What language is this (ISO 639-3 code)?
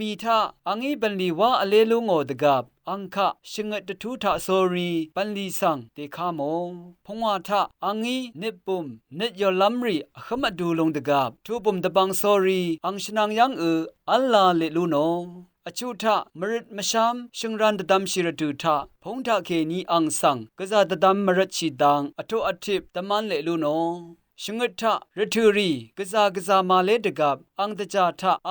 raw